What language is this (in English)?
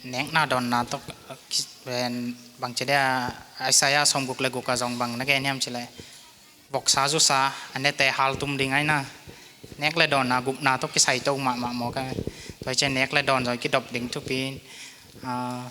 Tedim Chin